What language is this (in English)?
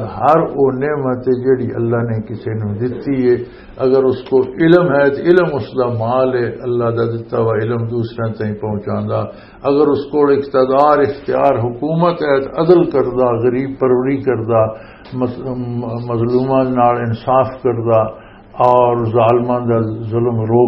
Western Panjabi